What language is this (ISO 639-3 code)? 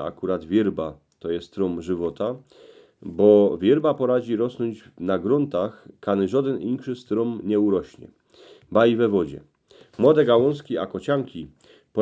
szl